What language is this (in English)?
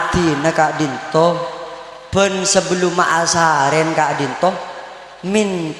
Madurese